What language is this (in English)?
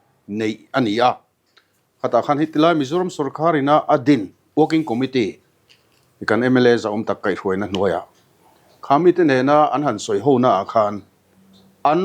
Mizo